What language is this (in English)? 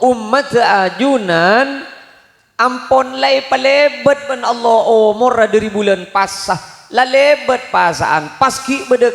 Madurese